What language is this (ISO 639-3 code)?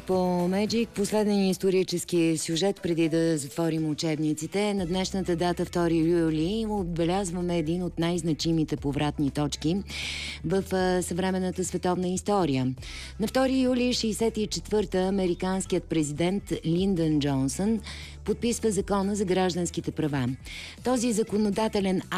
bul